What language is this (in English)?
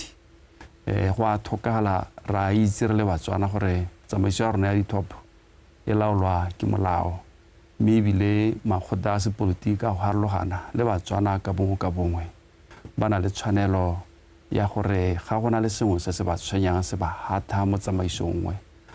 Tswana